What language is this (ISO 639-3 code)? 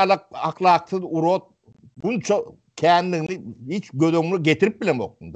tuk